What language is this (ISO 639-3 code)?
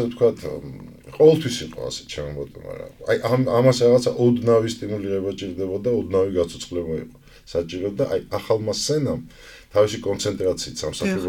kat